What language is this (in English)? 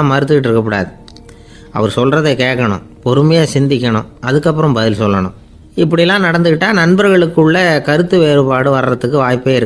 Tamil